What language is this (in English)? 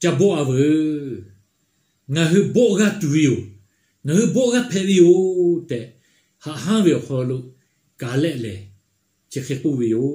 Lahu